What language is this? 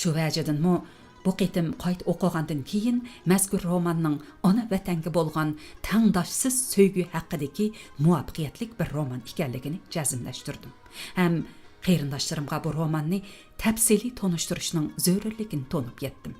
Uyghur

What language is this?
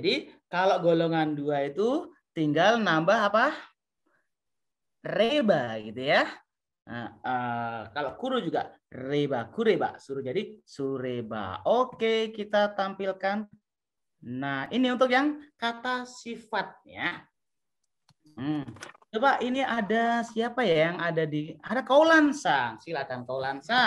Indonesian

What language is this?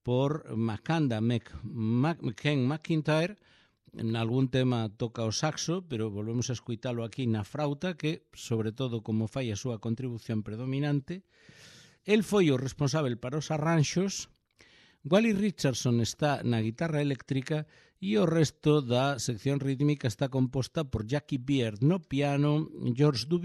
Galician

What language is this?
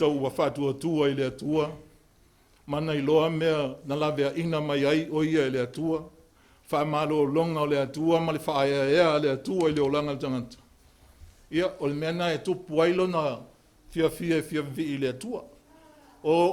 Samoan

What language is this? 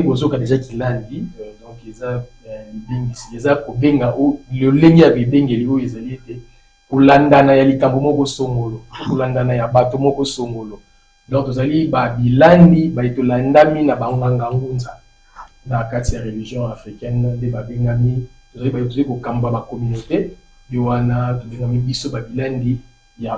Lingala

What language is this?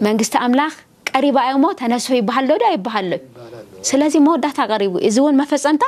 Tigrinya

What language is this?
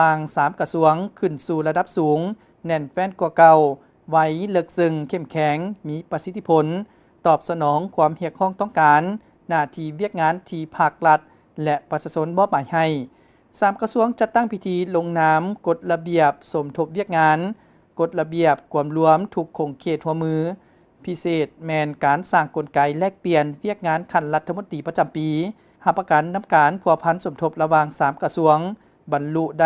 Lao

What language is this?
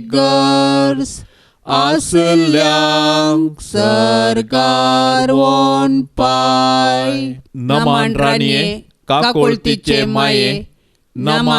Konkani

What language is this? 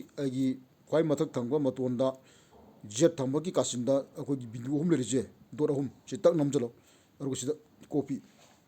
Manipuri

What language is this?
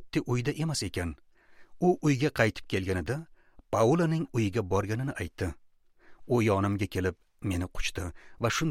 Uzbek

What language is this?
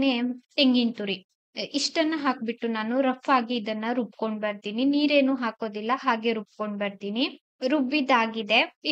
Kannada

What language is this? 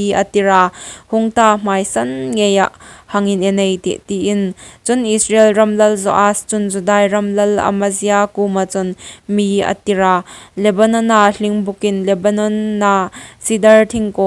Hmar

